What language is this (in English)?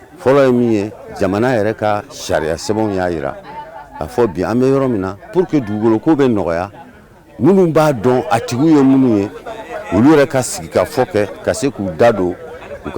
Bambara